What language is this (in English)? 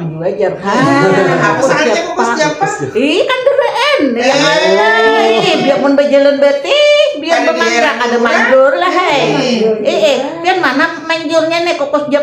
Banjar